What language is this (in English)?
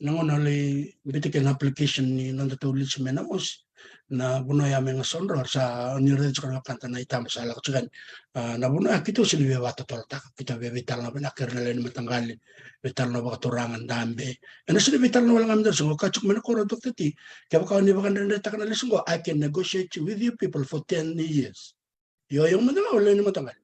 Fijian